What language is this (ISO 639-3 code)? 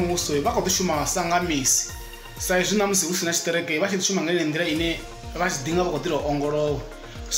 ven